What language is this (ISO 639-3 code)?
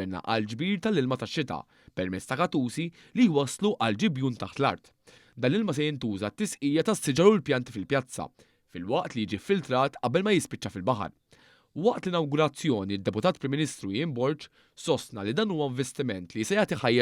mlt